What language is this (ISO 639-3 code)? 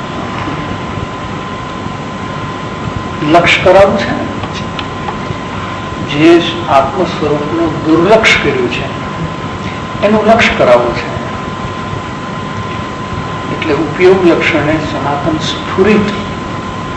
guj